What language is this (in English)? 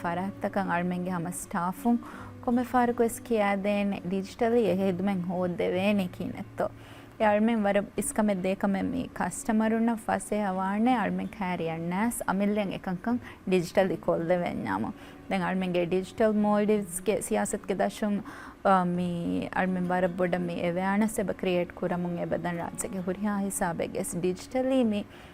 Divehi